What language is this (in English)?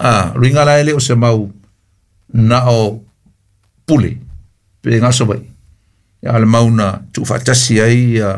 Samoan